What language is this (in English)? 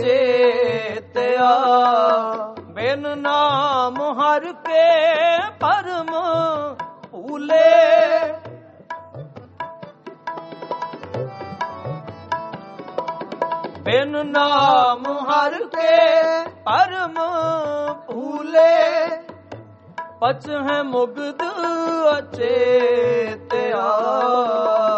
Punjabi